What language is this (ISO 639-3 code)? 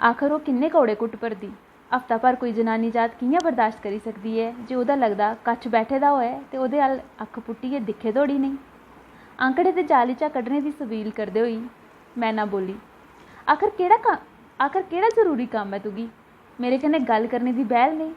doi